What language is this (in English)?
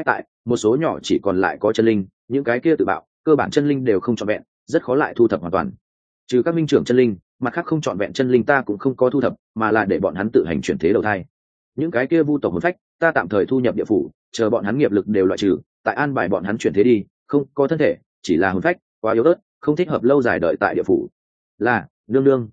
Vietnamese